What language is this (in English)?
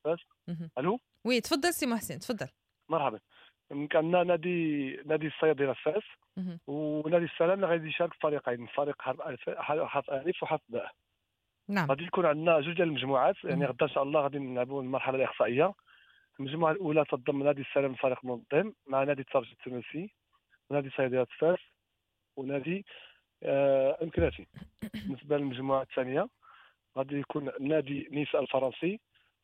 Moroccan Arabic